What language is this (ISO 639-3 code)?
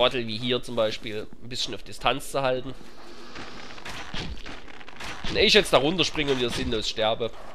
deu